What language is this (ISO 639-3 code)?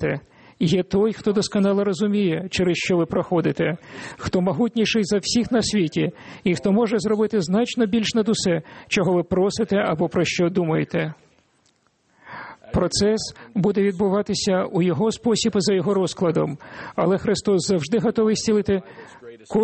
ukr